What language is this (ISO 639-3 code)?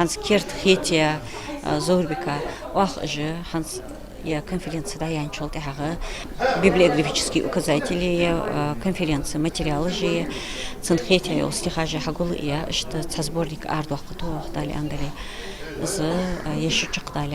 inh